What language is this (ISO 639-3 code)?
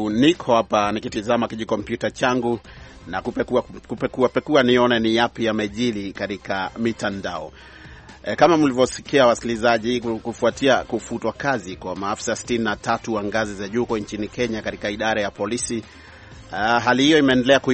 swa